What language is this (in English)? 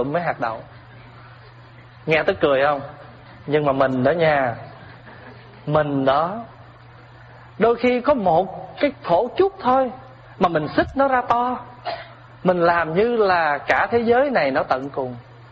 Vietnamese